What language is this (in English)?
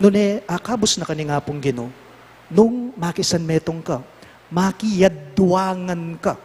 Pampanga